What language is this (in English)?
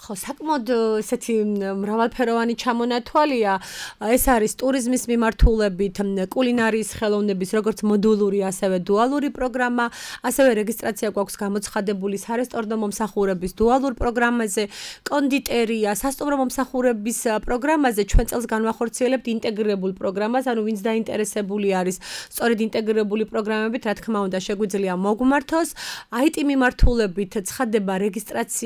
Georgian